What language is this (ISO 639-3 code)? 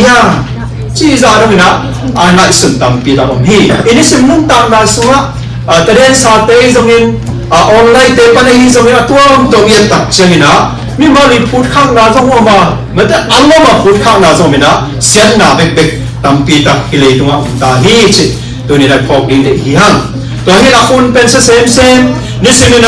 ctd